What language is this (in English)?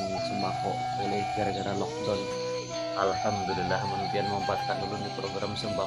Banjar